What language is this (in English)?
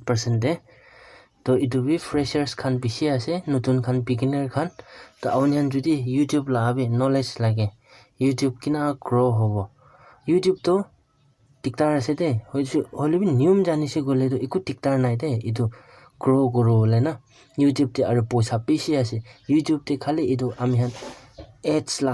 Naga Pidgin